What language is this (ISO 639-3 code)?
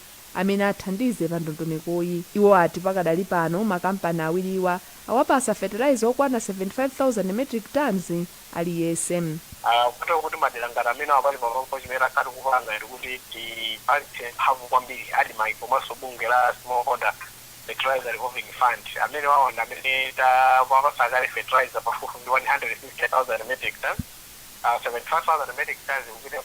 nya